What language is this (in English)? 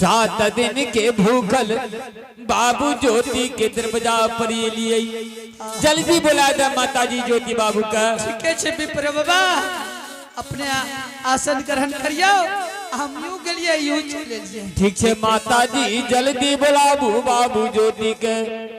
Angika